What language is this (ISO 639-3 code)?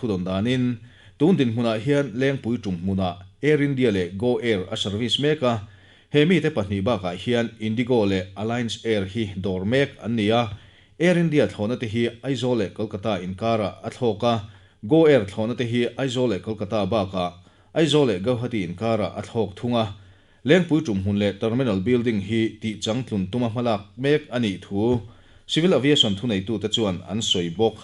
lus